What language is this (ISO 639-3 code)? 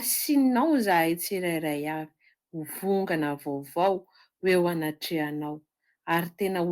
mlg